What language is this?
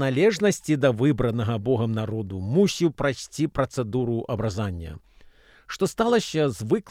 Belarusian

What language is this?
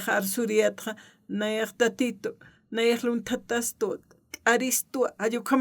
Aymara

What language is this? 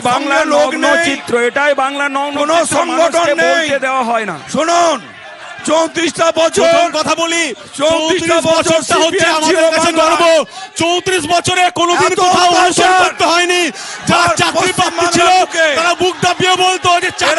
Bangla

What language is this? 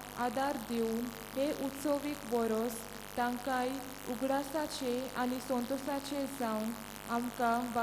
Konkani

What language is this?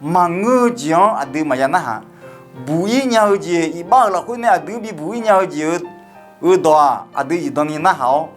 Akha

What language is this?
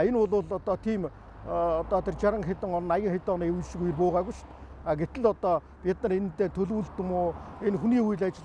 Mongolian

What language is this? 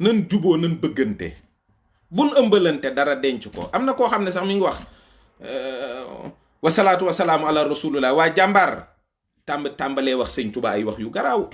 Wolof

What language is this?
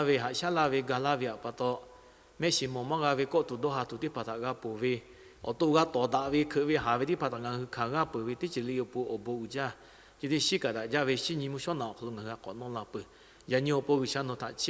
Lahu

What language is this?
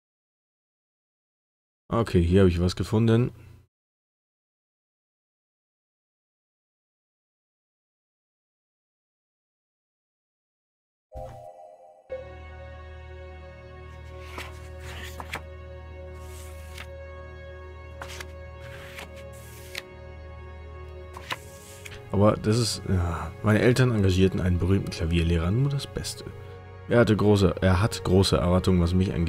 German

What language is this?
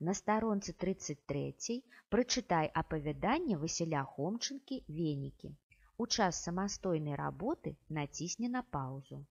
Belarusian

